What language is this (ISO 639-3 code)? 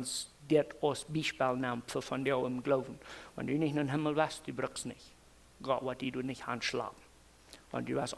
pdt